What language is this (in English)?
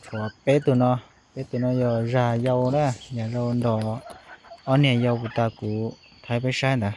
Hmong